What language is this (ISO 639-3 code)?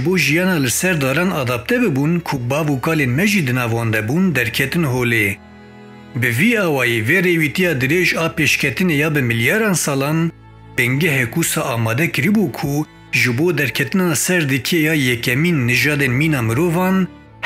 kur